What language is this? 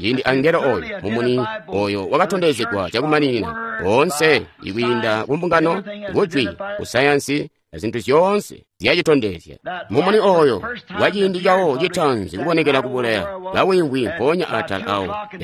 Tonga (Zambia)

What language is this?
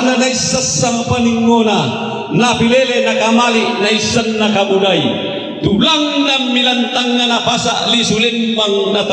Toraja-Sa'dan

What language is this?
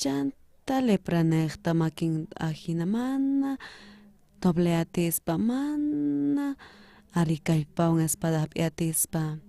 South Bolivian Quechua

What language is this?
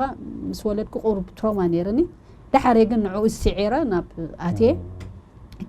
Tigrinya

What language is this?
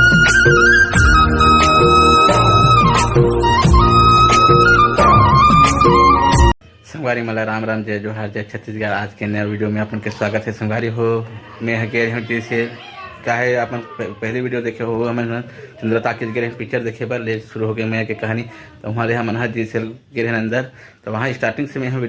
Chhattisgarhi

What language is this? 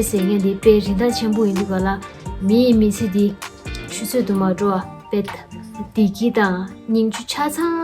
Tibetan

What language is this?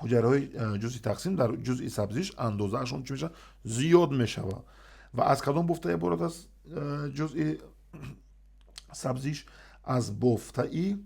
Tajik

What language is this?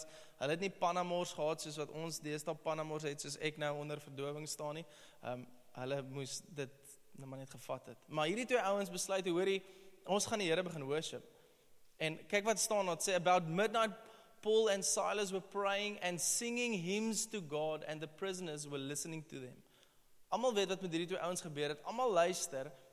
Afrikaans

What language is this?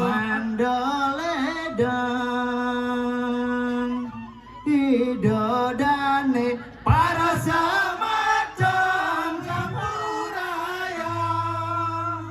Balinese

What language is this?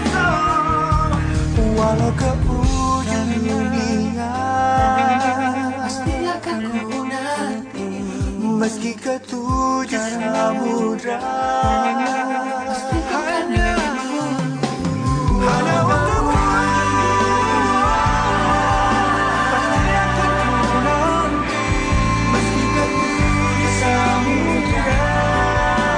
Indonesian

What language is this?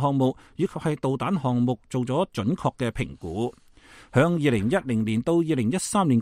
Cantonese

